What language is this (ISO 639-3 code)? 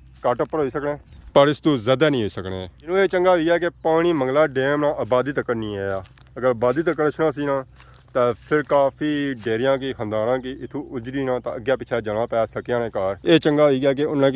phr